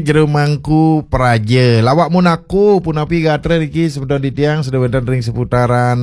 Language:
Balinese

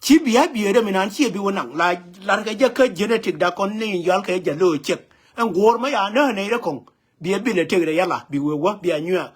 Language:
Nuer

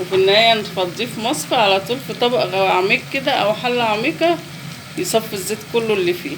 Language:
Egyptian Arabic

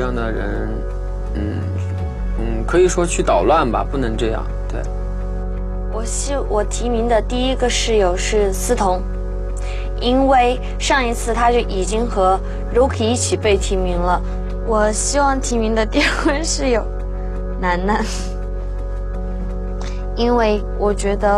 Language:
Chinese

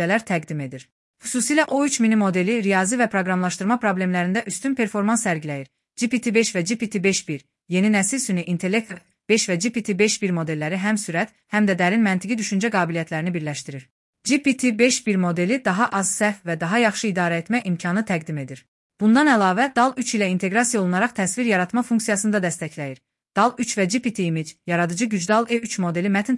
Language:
Azerbaijani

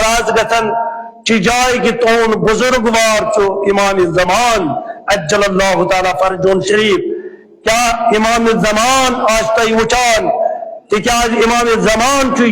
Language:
Kashmiri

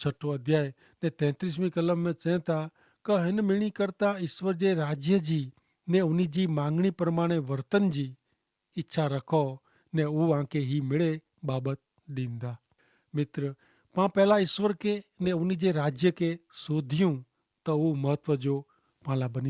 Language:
Kachhi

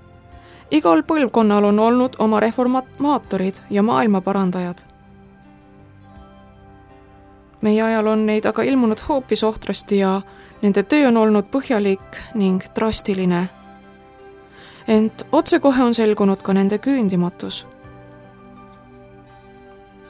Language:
Estonian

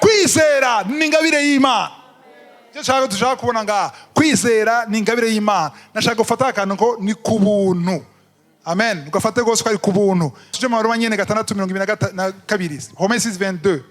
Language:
Rundi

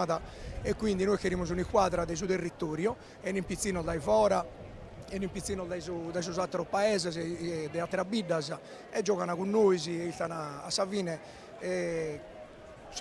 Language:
Sardinian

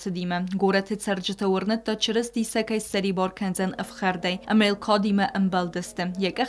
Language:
Ossetic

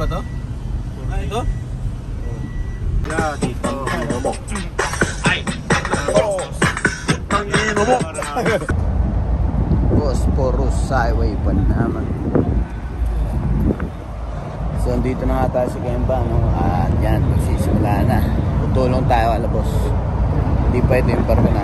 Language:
Filipino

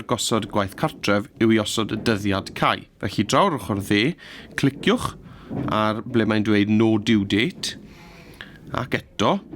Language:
Welsh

